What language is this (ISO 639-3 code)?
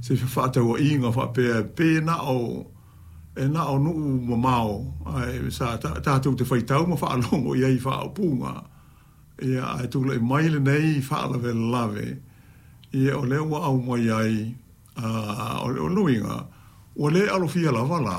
smo